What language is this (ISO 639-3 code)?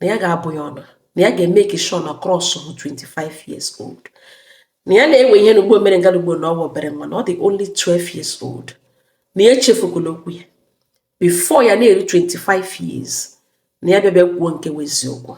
ibo